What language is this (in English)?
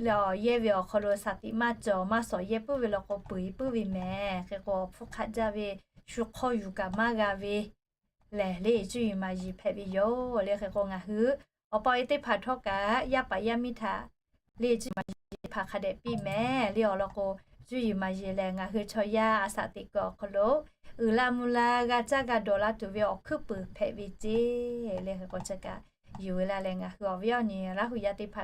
Lahu